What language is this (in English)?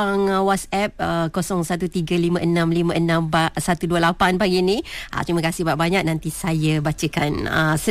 Malay